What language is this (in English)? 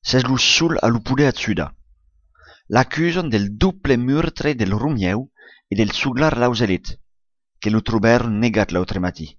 Occitan